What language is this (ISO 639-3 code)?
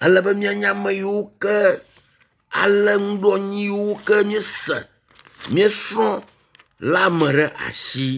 ewe